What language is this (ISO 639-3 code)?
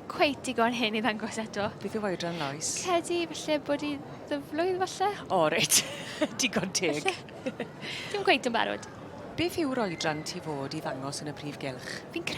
cym